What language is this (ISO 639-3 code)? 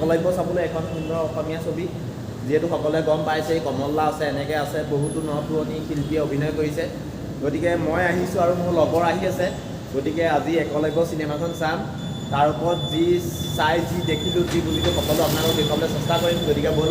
asm